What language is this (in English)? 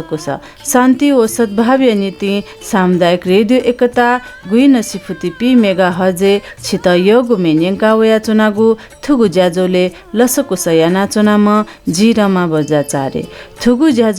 Newari